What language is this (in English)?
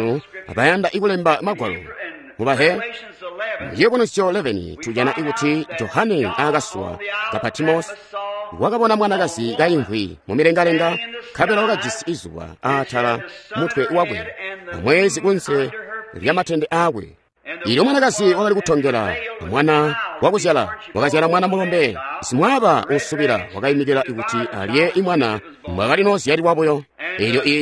Tonga (Zambia)